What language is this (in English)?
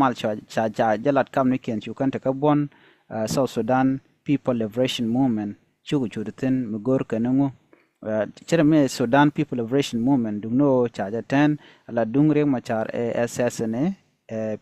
Nuer